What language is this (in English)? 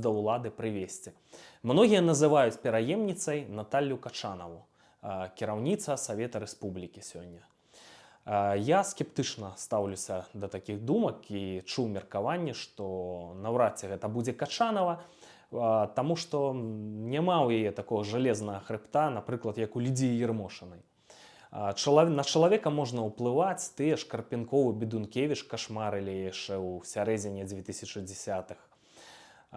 Belarusian